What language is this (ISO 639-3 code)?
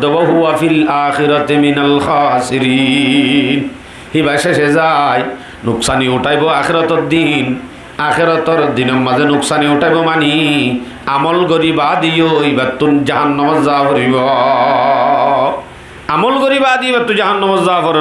rhg